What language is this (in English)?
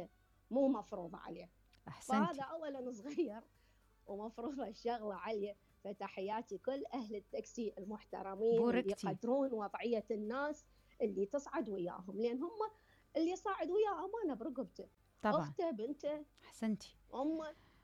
Mesopotamian Arabic